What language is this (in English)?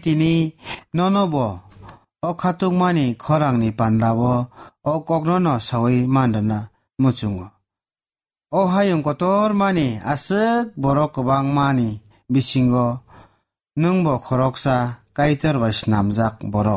Kok Borok